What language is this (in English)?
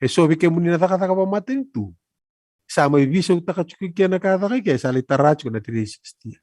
Fijian